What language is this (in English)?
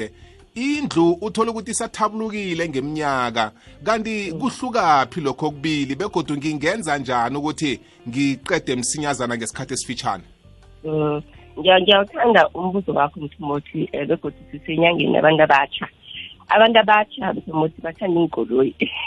South Ndebele